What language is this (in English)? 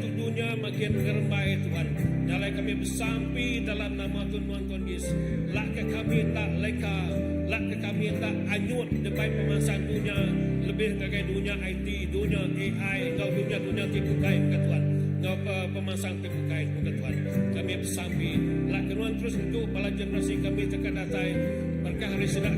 Iban